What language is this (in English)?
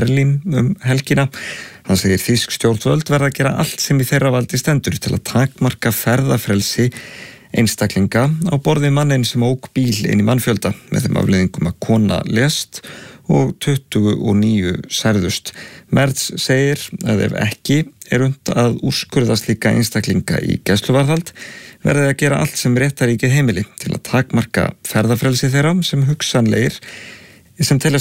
Icelandic